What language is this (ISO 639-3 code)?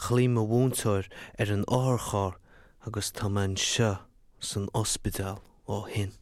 gle